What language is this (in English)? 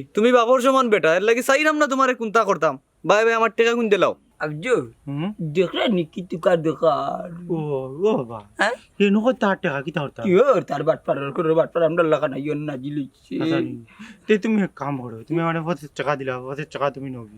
Sylheti